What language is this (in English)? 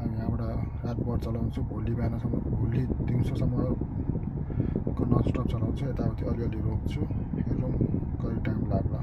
Nepali